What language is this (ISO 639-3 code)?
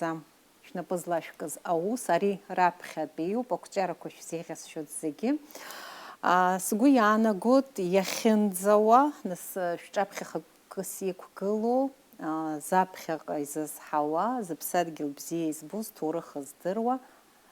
abk